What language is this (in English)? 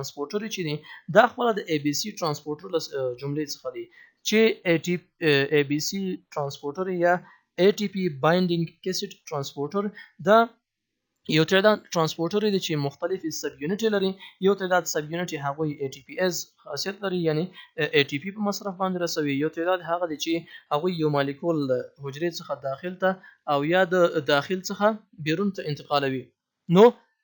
Pashto